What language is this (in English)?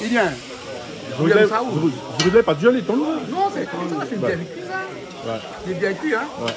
Réunion Creole French